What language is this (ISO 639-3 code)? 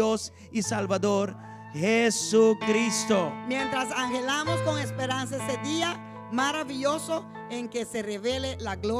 pap